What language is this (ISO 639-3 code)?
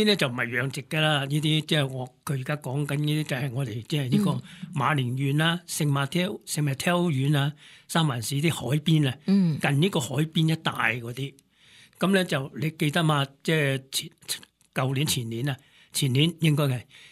yue